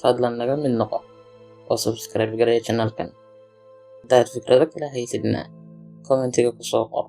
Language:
Somali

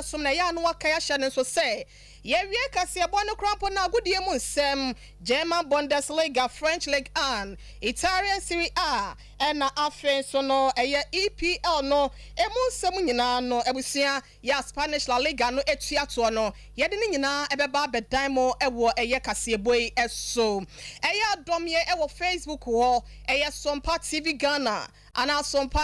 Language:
Akan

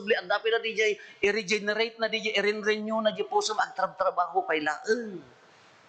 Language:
Iloko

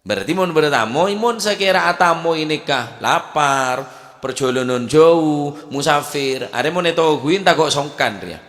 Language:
Madurese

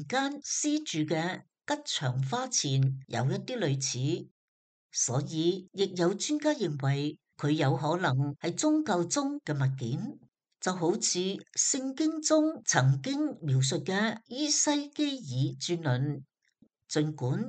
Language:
Cantonese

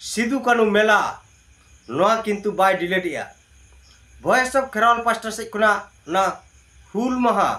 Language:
Santali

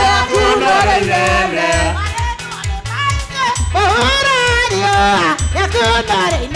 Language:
Swahili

